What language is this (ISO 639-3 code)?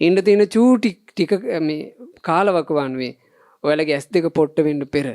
sin